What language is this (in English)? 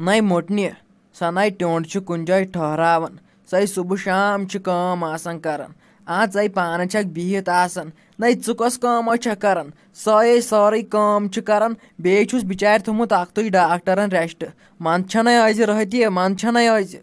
Kashmiri